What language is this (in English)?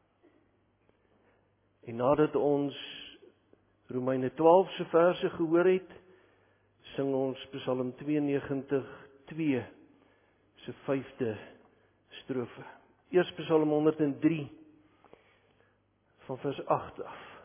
Afrikaans